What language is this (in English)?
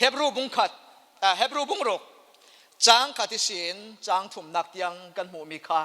Falam Chin